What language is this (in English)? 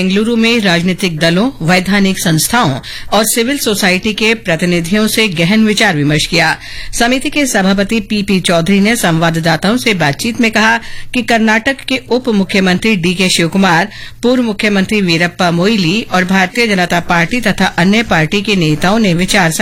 Hindi